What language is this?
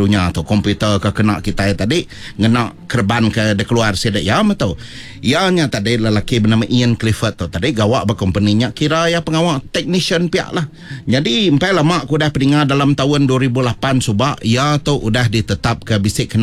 Iban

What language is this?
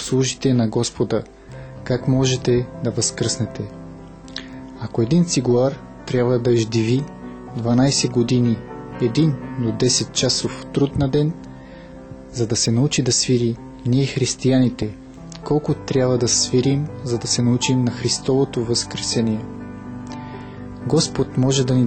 Bulgarian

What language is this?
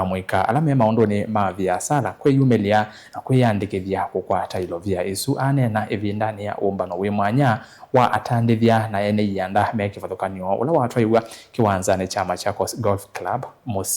Kamba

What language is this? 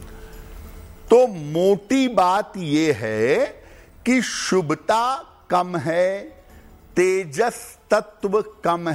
Hindi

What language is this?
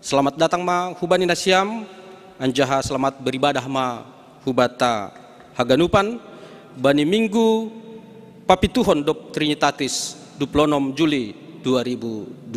Batak Simalungun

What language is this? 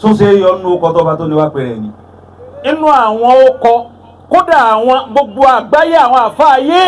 Yoruba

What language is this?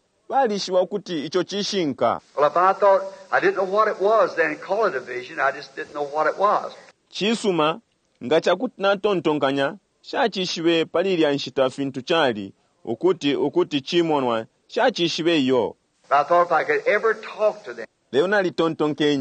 Bemba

